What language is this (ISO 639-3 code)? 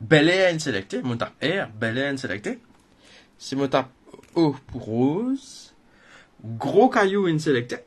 mfe